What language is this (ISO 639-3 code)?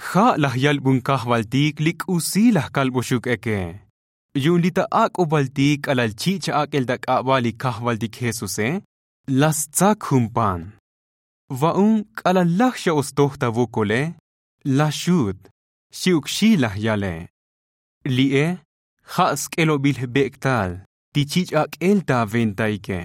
tzo